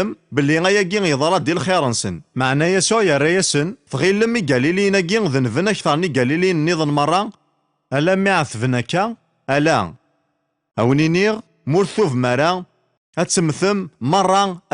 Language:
Kabyle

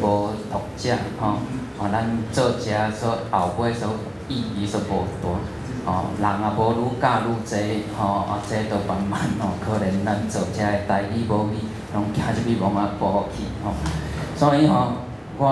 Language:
Min Nan Chinese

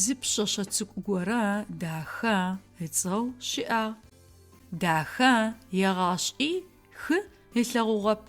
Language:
Adyghe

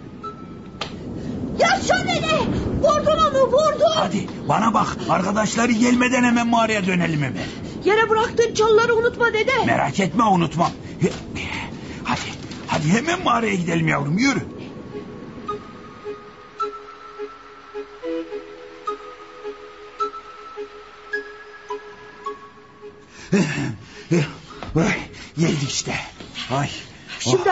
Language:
Turkish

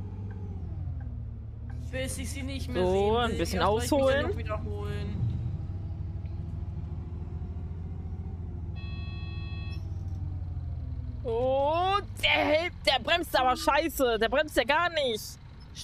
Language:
German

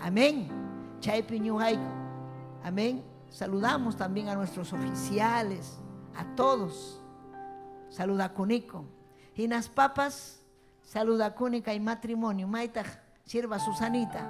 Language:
Ayacucho Quechua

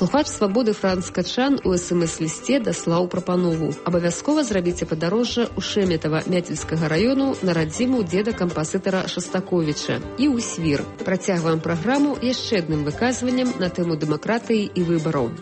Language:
Belarusian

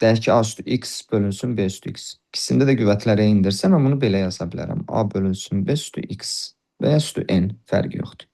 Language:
Azerbaijani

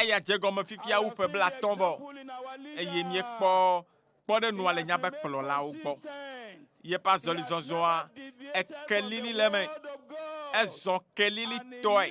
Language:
Ewe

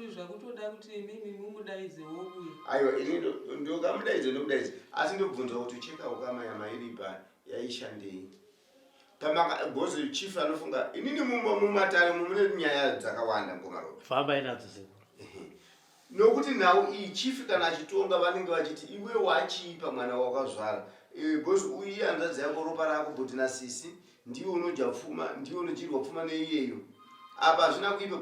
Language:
Shona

